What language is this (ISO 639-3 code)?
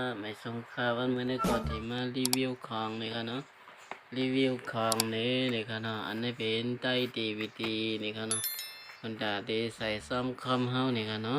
shn